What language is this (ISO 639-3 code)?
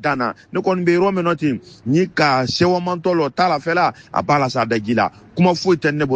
bam